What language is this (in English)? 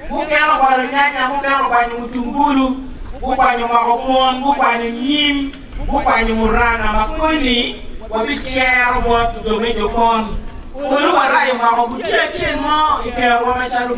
Acoli